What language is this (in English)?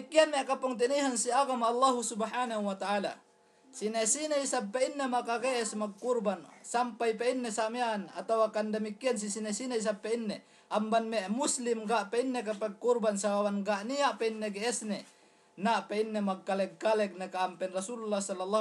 Yakan